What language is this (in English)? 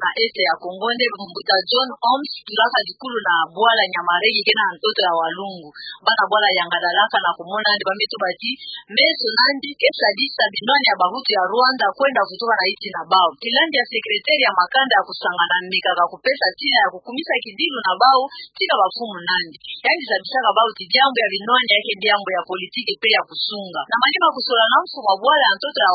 Kituba (Democratic Republic of Congo)